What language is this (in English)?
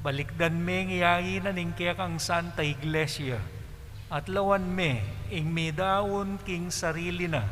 Pampanga